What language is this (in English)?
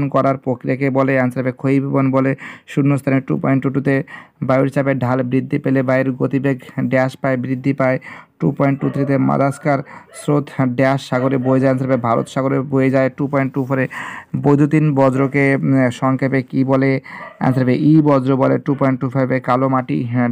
Bangla